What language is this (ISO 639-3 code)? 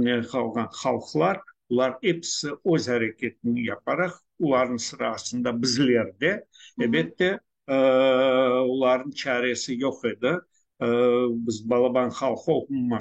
crh